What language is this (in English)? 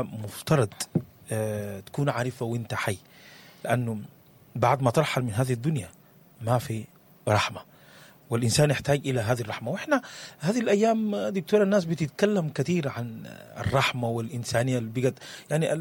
Sudanese Arabic